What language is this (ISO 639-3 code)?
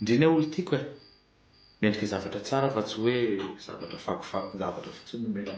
mlg